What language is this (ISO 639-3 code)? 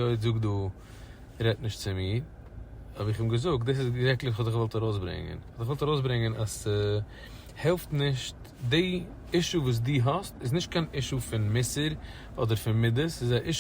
yid